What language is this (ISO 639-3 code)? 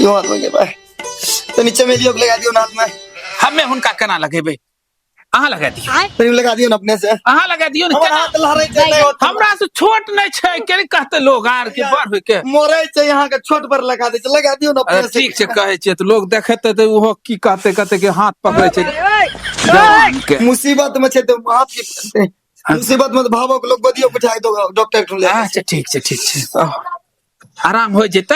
mai